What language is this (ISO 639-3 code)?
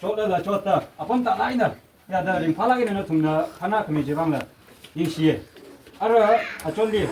nmf